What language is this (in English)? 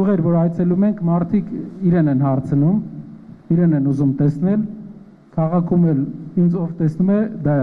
Armenian